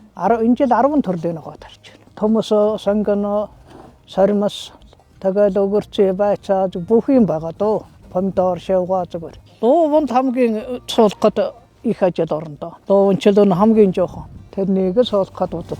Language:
Mongolian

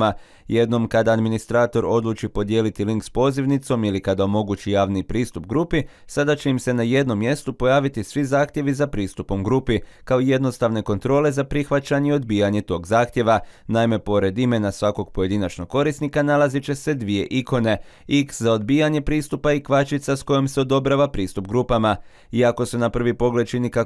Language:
Croatian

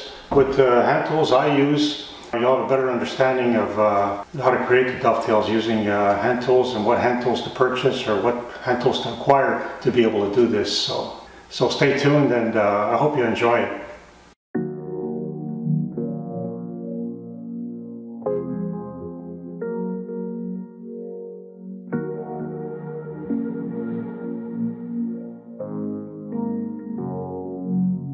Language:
English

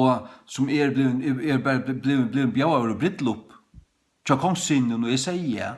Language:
Faroese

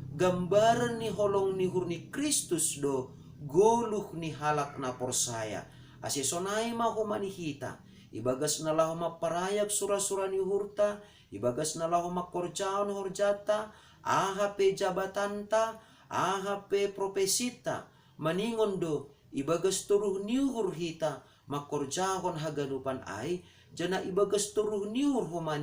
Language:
Batak Simalungun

